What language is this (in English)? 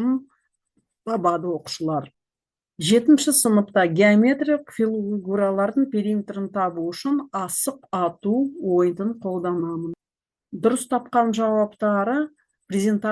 Kazakh